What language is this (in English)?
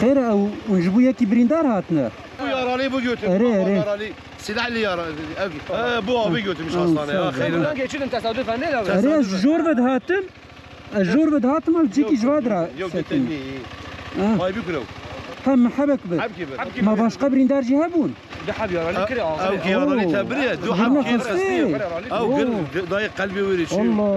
Kurdish